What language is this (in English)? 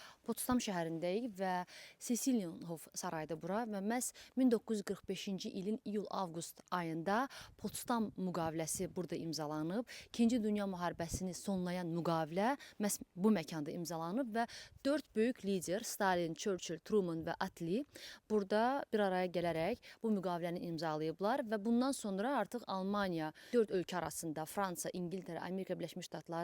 Azerbaijani